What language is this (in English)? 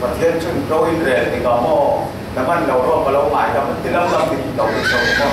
Falam Chin